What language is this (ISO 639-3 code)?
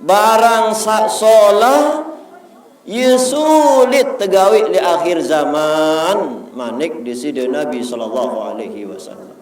sas